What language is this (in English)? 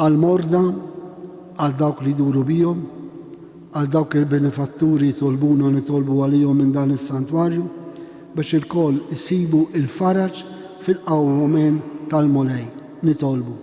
Maltese